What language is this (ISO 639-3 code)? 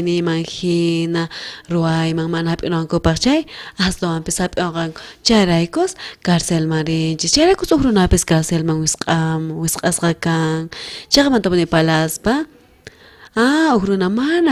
quh